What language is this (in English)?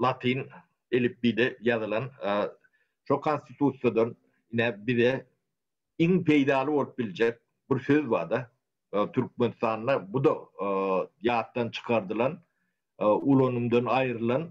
Turkmen